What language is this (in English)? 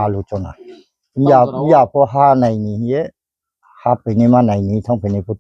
Riang (India)